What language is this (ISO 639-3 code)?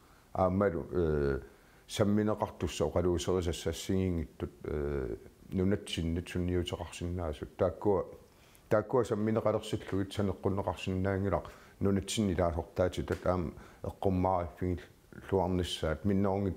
kal